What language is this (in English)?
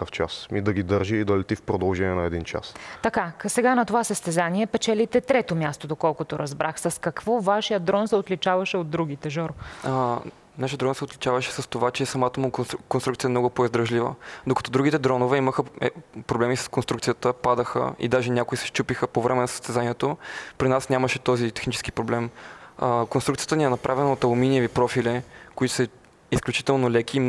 Bulgarian